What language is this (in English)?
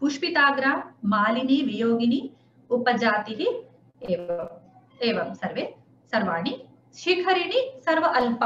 Sanskrit